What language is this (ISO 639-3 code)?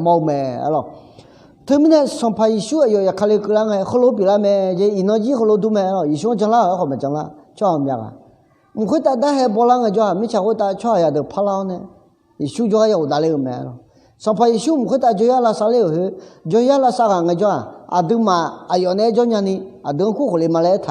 ahk